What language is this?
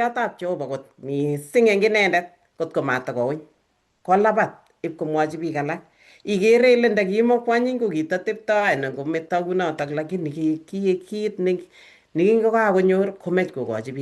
Kalenjin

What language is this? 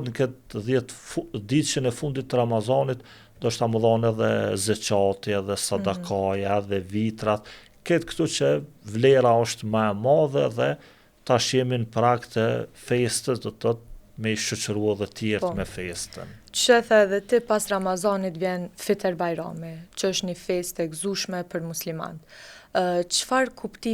Albanian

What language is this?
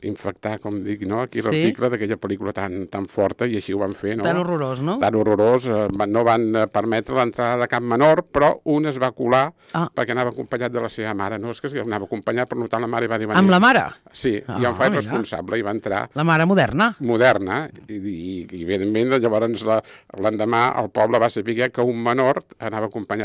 Catalan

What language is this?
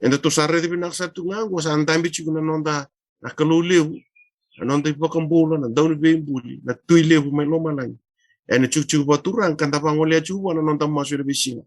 Fijian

